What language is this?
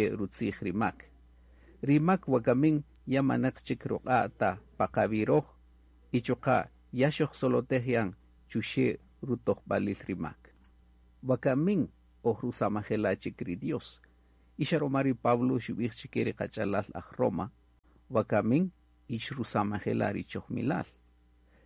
Kaqchikel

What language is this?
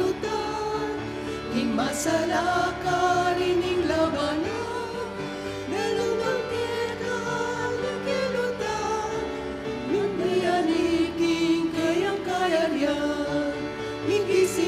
Pampanga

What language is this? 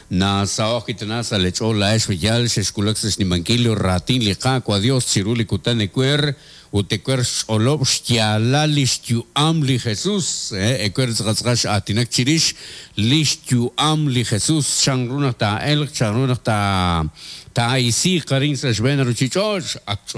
Kekchí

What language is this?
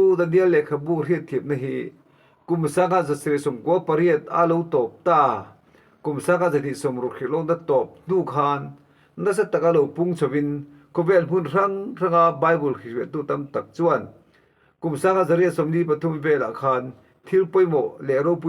Mizo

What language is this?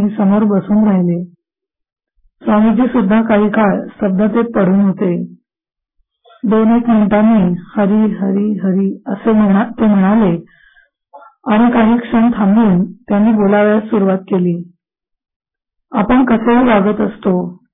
Marathi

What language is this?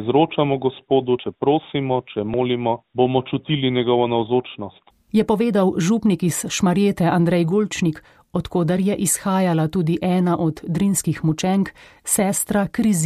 Slovenian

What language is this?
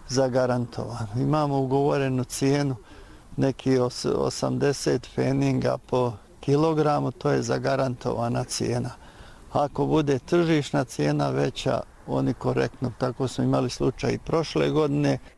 Bosnian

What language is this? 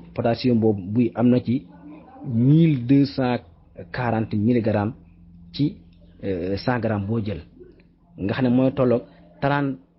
Wolof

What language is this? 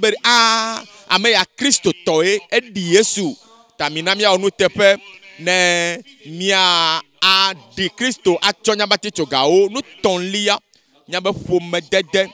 Ewe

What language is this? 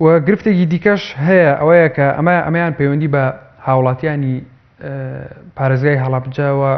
Central Kurdish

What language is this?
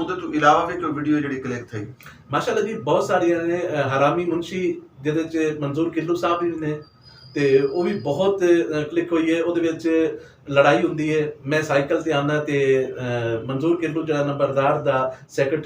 Saraiki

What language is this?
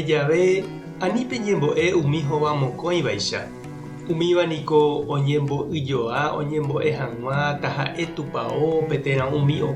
Guarani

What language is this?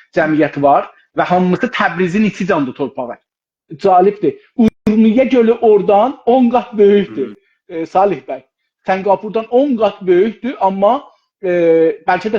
South Azerbaijani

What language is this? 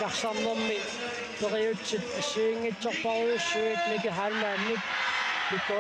Kalaallisut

